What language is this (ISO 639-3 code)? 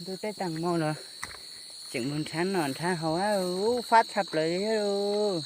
hmn